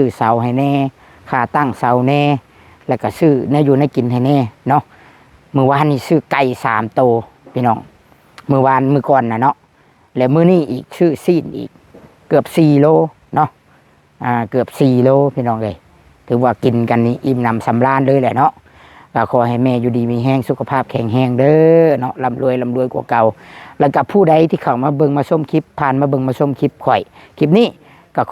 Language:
Northeastern Thai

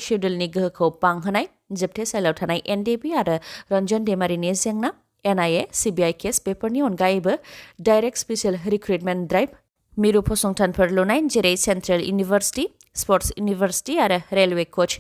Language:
Bodo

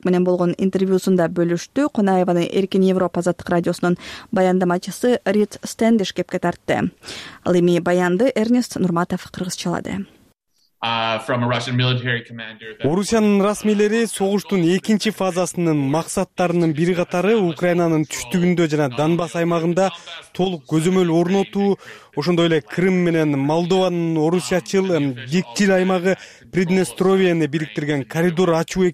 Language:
Kyrgyz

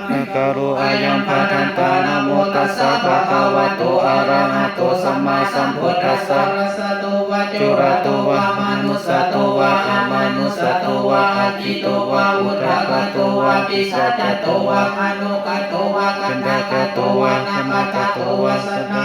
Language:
Pali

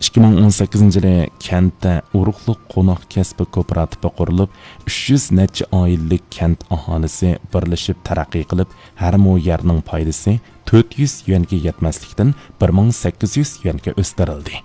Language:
Uyghur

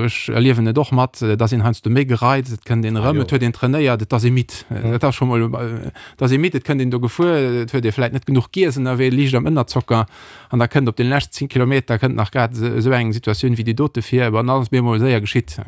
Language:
Luxembourgish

